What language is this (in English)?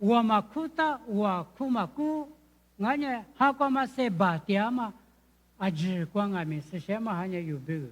Lisu